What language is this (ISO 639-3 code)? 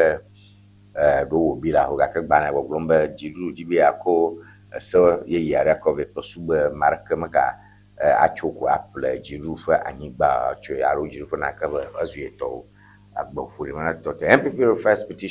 ewe